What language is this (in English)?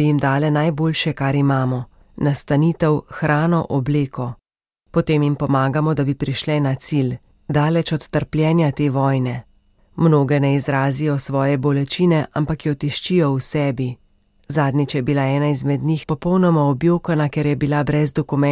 Slovenian